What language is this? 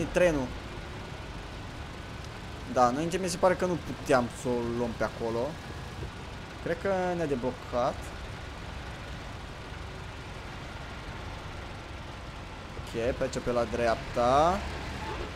Romanian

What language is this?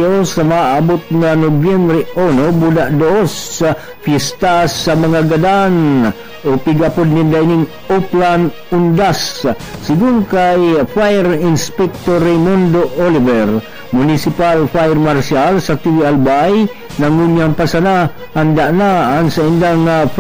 Bikol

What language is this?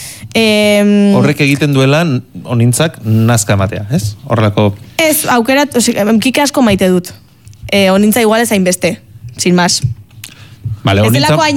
Basque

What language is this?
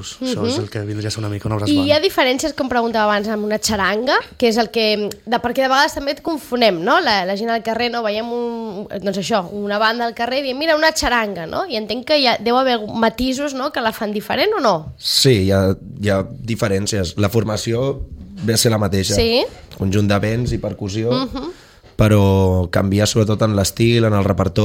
Catalan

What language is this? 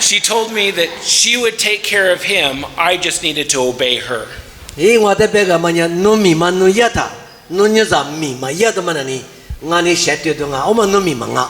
Lisu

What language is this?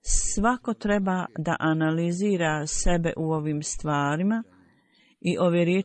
Bosnian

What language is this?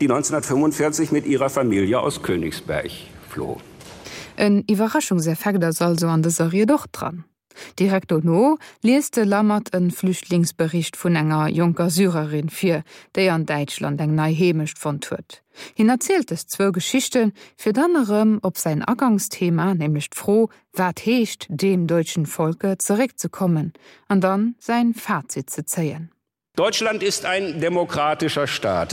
Luxembourgish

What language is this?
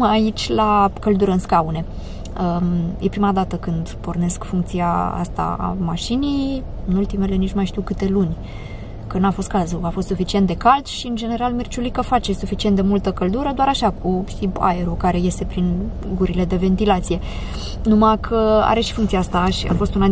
Romanian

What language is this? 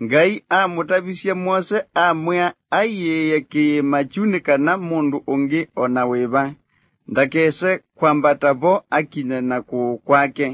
Kamba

